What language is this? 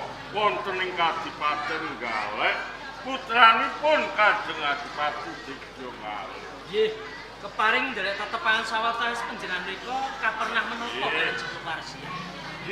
Javanese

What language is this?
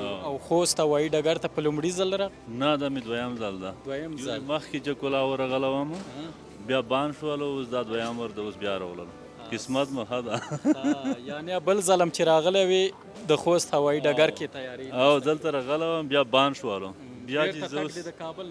Pashto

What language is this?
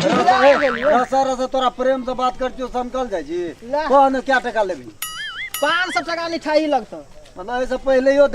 Maithili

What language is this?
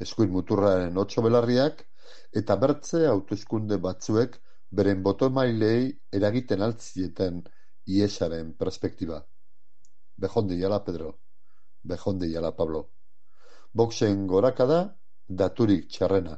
Basque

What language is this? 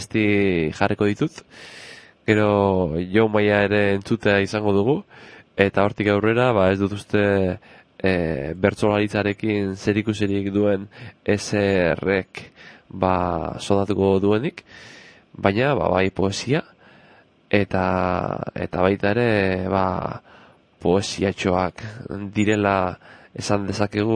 Basque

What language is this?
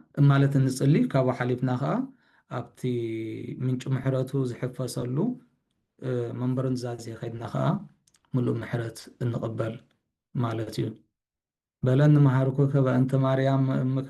Tigrinya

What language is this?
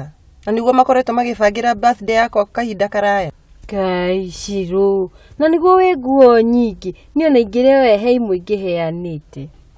Kikuyu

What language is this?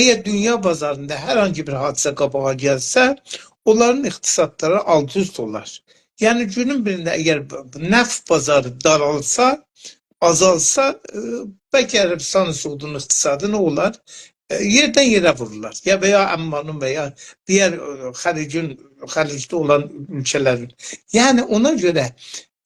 South Azerbaijani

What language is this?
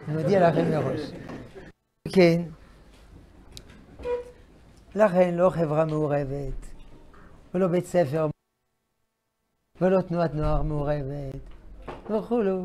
Hebrew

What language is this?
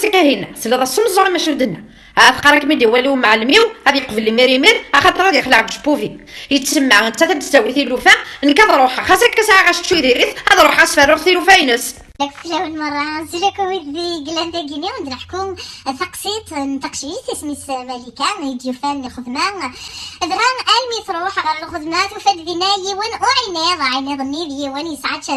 Kabyle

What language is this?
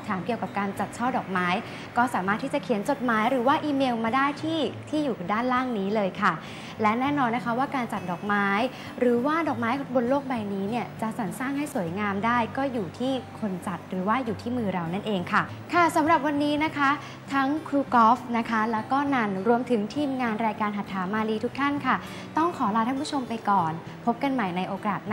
Thai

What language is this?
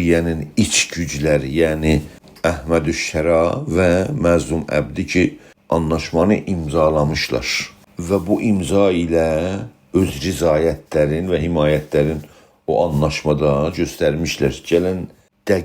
South Azerbaijani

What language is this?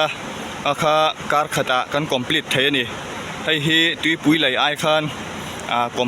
Mizo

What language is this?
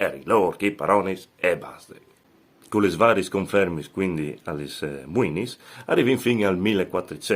Friulian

